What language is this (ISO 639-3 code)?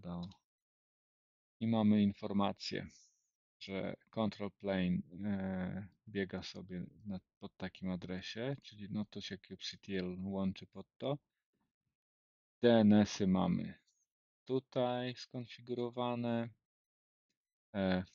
pol